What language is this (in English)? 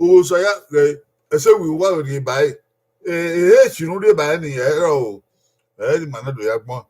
Bini